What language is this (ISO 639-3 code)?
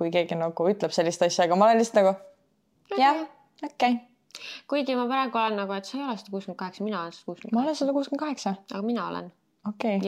est